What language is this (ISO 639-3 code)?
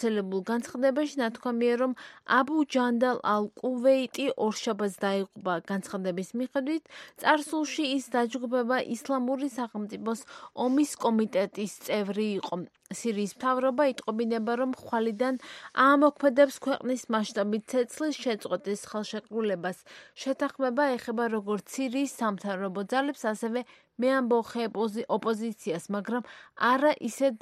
kat